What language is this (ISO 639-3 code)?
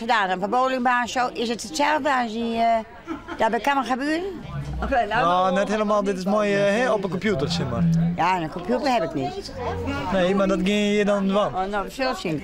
fry